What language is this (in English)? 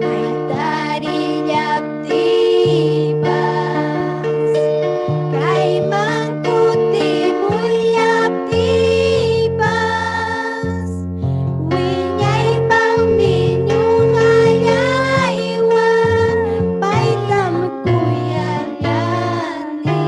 Ayacucho Quechua